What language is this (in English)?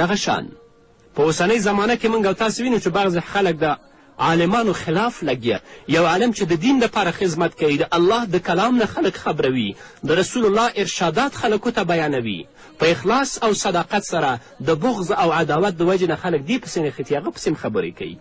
Pashto